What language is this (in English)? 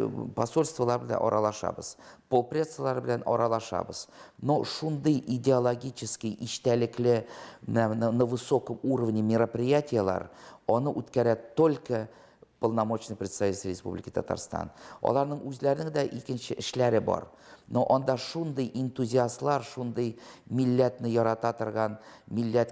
Tatar